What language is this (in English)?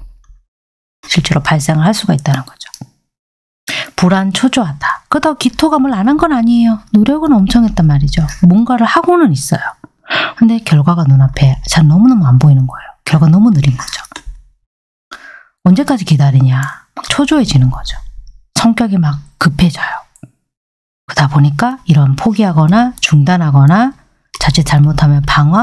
Korean